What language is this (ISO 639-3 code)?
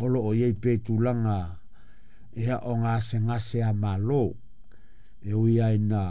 smo